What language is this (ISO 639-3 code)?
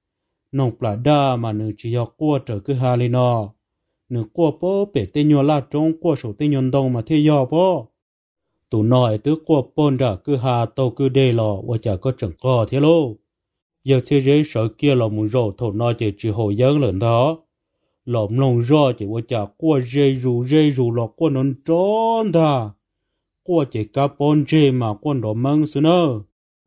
hmn